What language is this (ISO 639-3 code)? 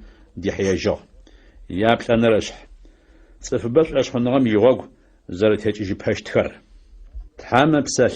ady